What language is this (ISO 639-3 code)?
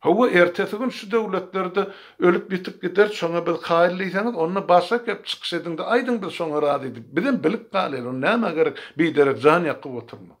tuk